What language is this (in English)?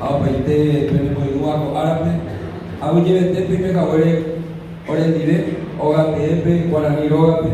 Guarani